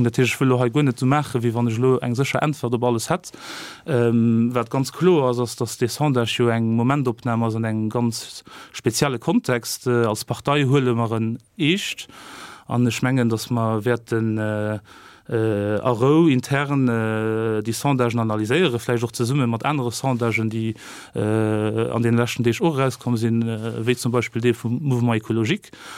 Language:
Luxembourgish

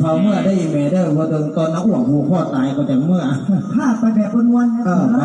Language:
Lao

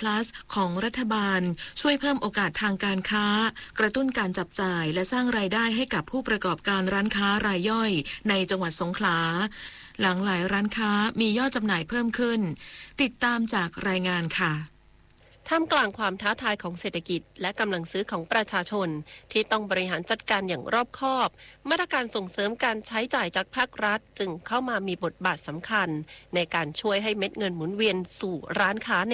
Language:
Thai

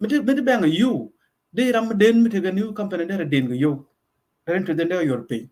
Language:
Nuer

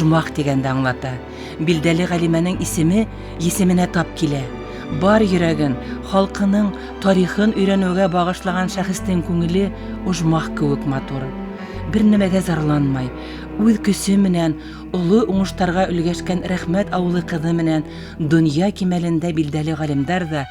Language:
Bashkir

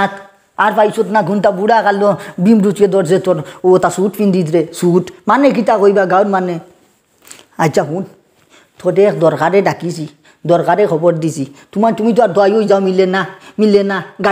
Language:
Sylheti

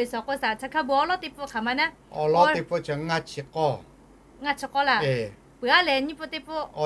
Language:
Lahu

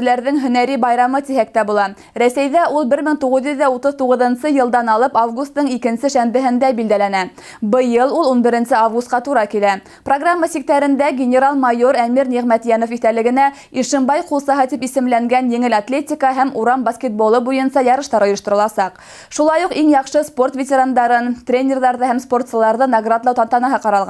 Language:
Bashkir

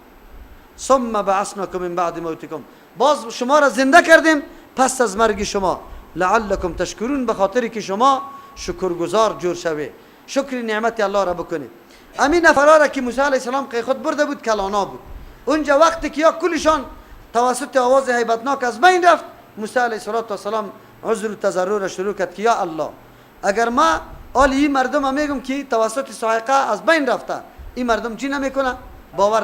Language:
Persian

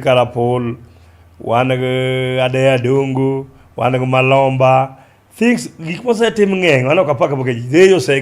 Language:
Luo (Kenya and Tanzania)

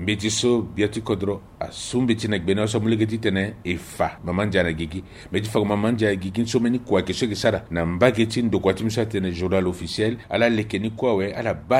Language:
Sango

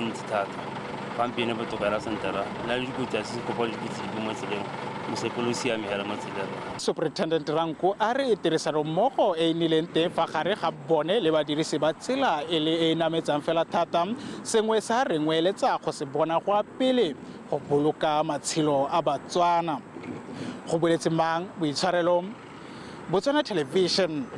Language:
Tswana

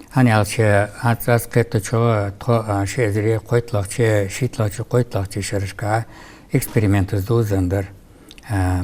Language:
Ingush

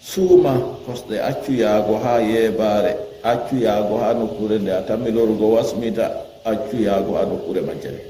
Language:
Fula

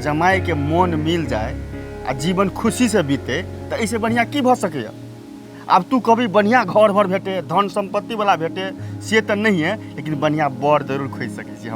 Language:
Maithili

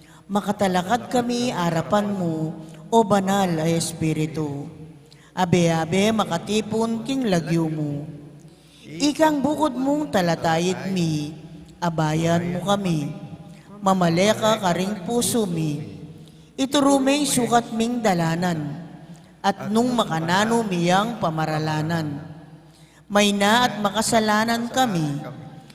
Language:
Pampanga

